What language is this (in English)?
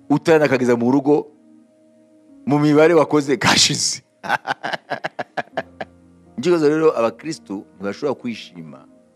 Kinyarwanda